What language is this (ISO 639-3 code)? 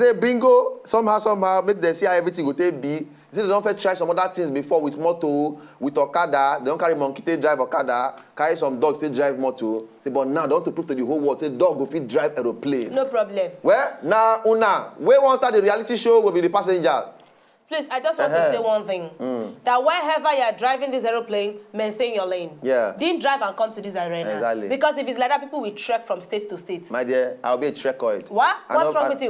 pcm